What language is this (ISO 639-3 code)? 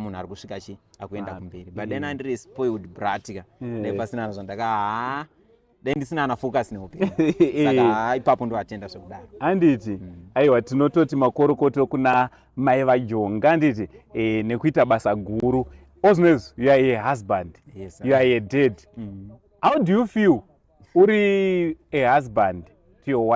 sna